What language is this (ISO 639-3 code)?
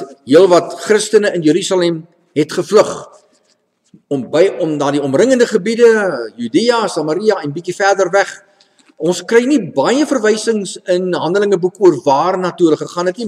afr